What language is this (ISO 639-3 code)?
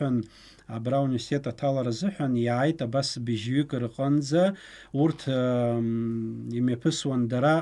abk